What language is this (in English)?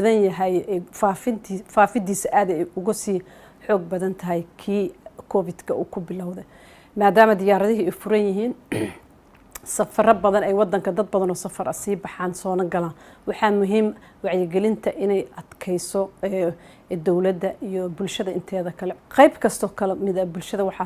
Somali